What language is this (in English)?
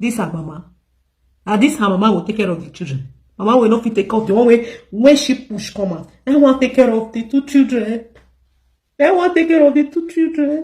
Nigerian Pidgin